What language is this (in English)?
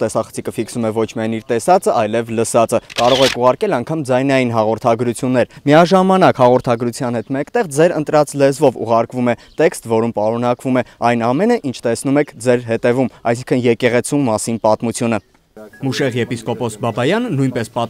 Armenian